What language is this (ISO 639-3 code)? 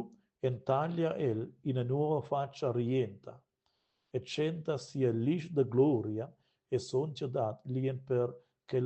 roh